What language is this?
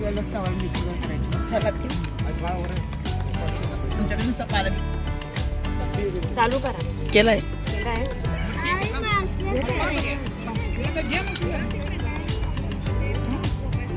Marathi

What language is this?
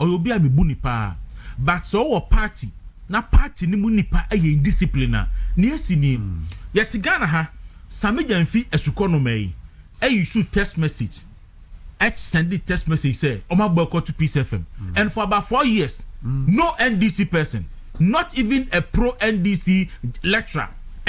Akan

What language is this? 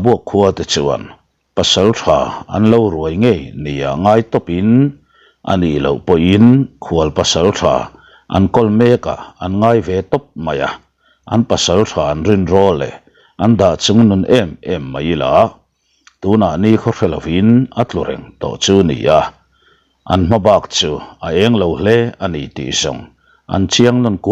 Mizo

